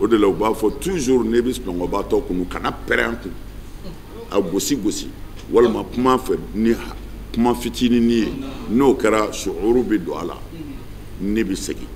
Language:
Bambara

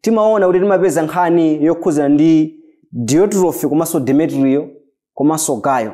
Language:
Nyanja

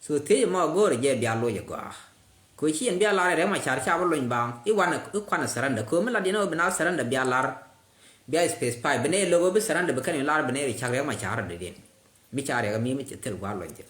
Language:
Nuer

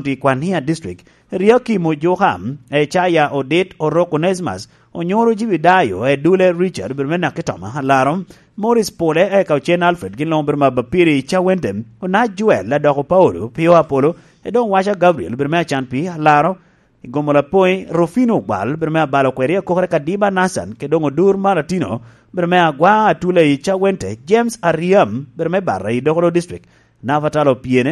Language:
Lango (Uganda)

